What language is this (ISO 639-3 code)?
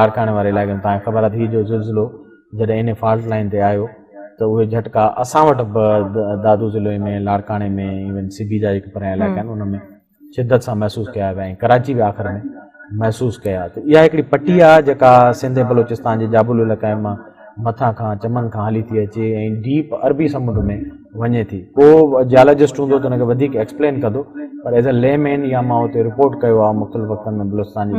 snd